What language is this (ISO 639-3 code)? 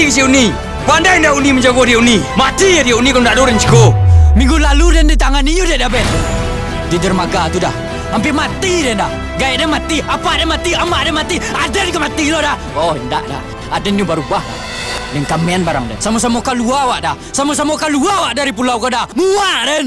min